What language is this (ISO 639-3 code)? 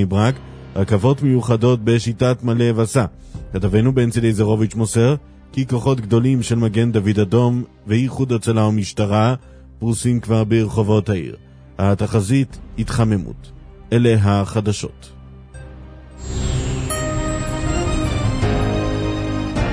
heb